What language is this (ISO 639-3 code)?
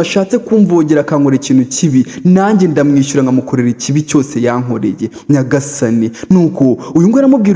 kin